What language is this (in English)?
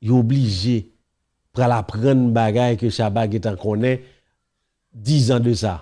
Haitian Creole